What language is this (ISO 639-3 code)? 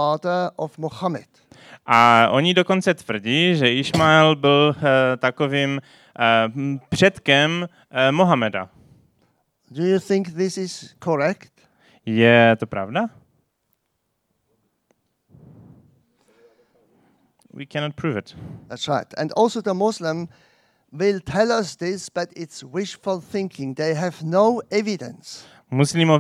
ces